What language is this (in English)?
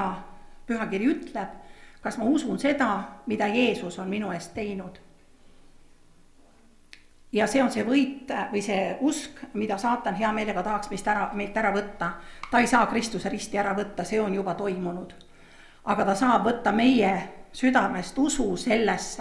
Estonian